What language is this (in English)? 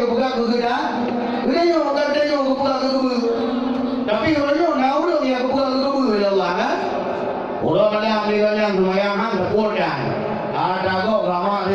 Achinese